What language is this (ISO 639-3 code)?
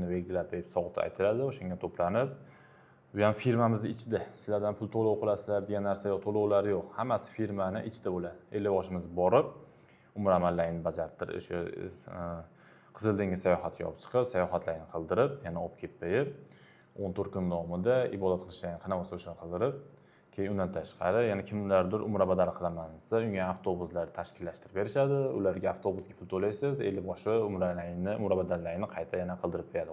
uzb